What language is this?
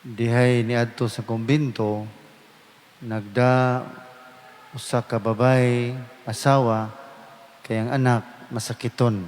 Cebuano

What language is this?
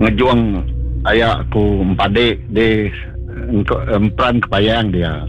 Iban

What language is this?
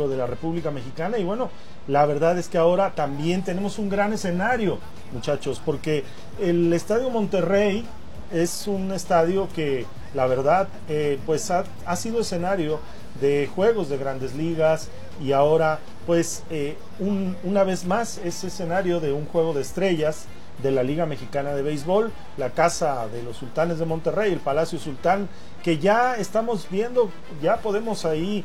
Spanish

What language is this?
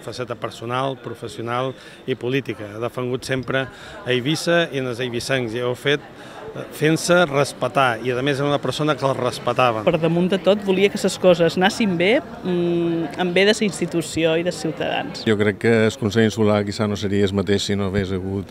Catalan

